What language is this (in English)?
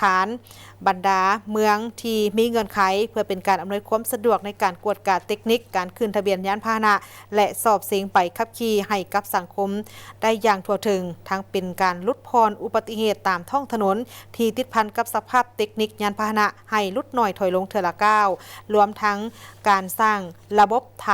Lao